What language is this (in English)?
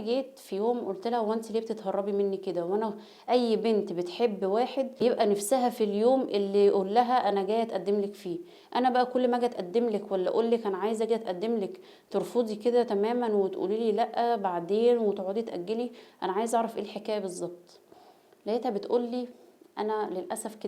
Egyptian Arabic